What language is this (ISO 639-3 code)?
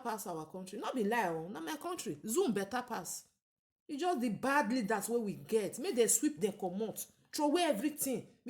pcm